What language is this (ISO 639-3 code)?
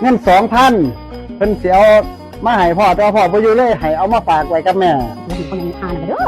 lao